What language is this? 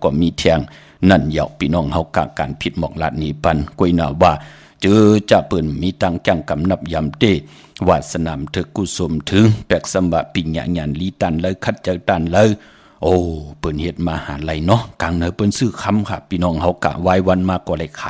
Shan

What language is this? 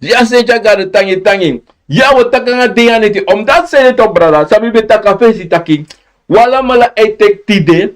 Sranan Tongo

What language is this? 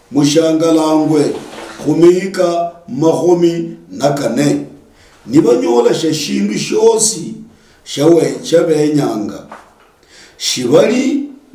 Luyia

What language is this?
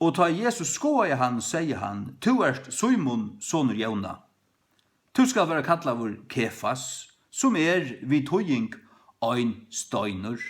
Faroese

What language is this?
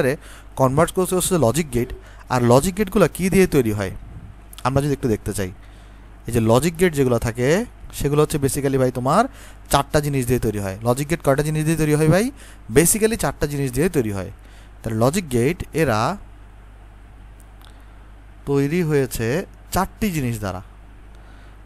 Bangla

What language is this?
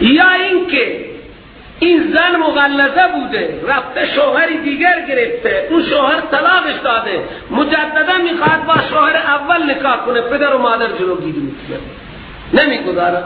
Persian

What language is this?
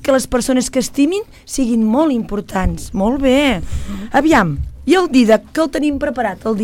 Catalan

